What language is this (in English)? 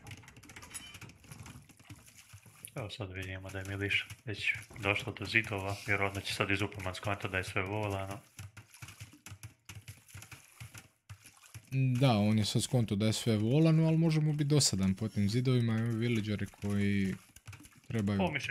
Croatian